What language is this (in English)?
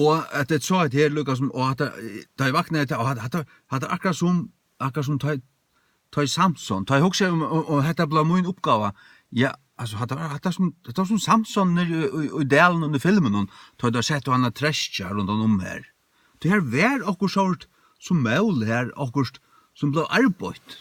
Faroese